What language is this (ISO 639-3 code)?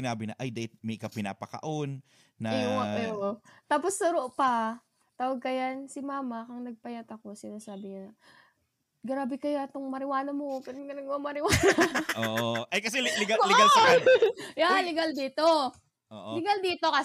bik